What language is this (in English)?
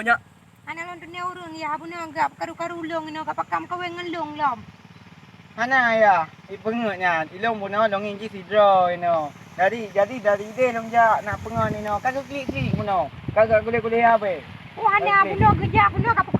Achinese